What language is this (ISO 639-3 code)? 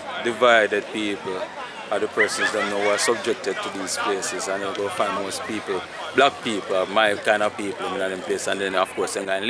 jam